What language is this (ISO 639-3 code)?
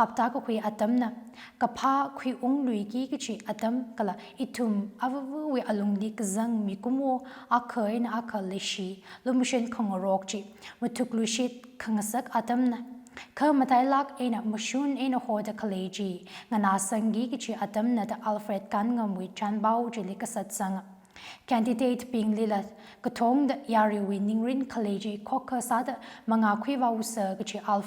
nmf